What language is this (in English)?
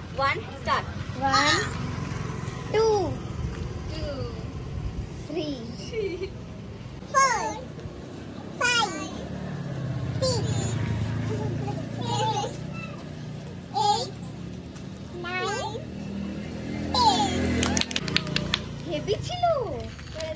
Bangla